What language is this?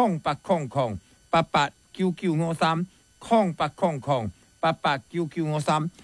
Min Nan Chinese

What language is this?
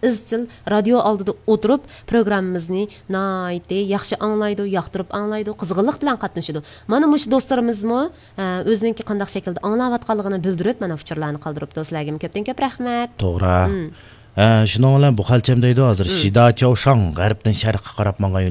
Uyghur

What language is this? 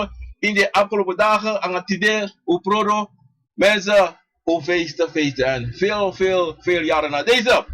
Sranan Tongo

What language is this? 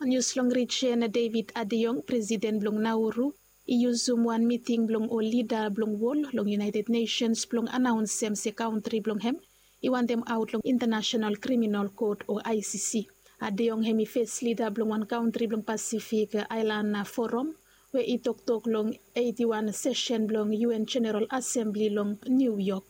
Bislama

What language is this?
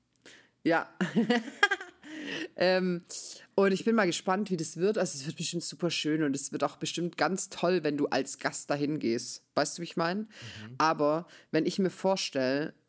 German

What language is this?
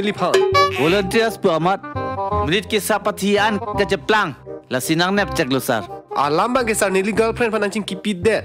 Karbi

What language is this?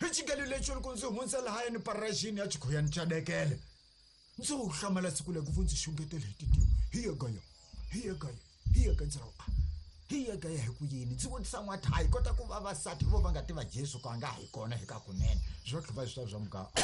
Tsonga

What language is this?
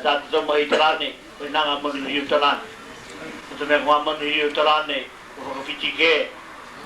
Māori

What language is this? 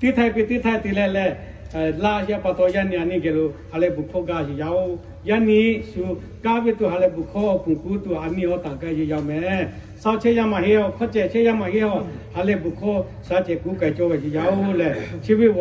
Lahu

